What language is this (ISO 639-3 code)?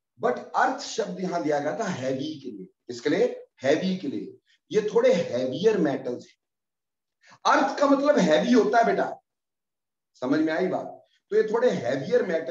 hin